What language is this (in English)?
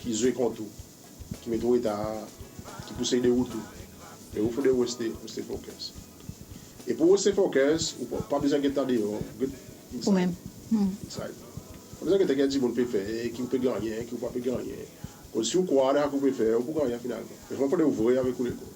Seselwa Creole French